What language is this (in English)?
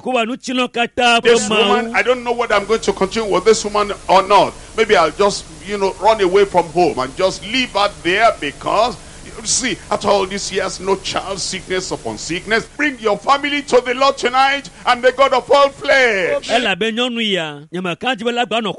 Ewe